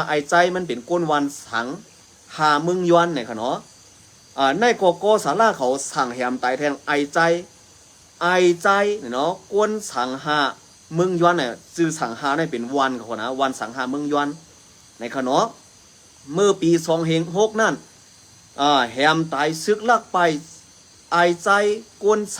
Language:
Shan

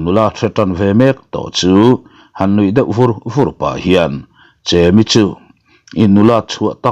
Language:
Mizo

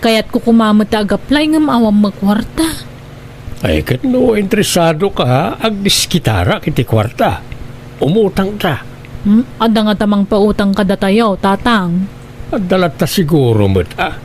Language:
Iloko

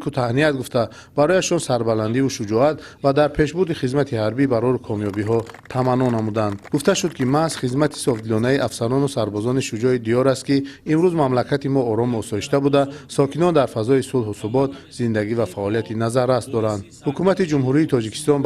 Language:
Tajik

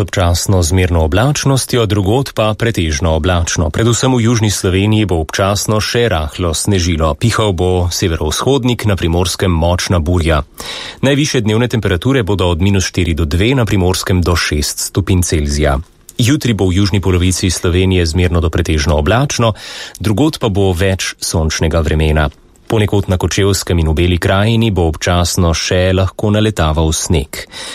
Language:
Slovenian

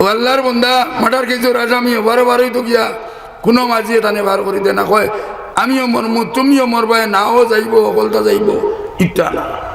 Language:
Sylheti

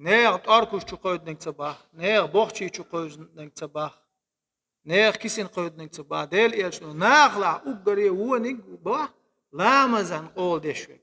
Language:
Chechen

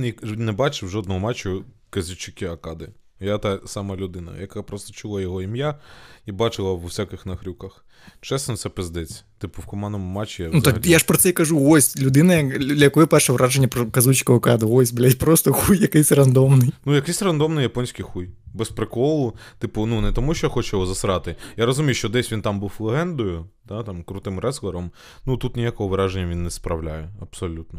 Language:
Ukrainian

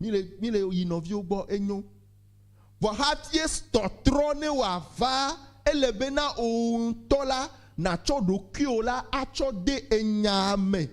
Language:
Ewe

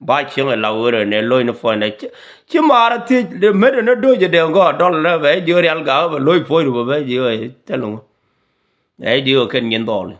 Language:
Nuer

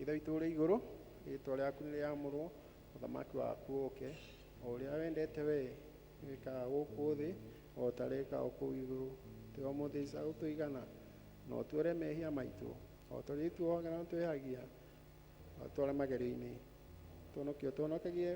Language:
Kikuyu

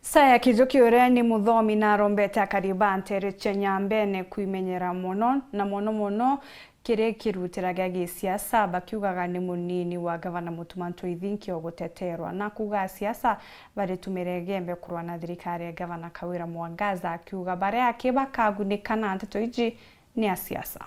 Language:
Meru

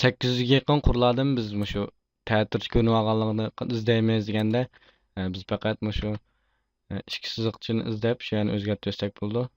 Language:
Uyghur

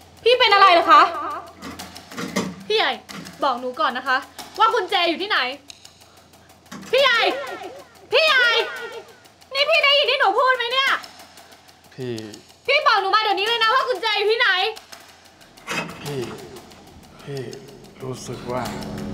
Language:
Thai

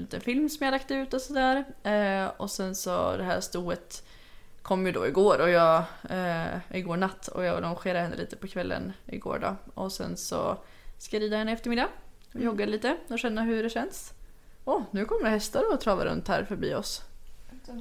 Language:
Swedish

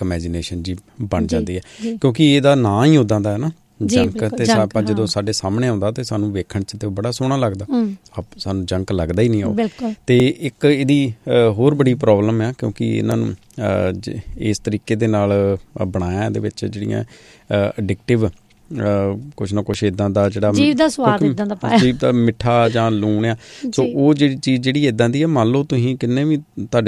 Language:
Punjabi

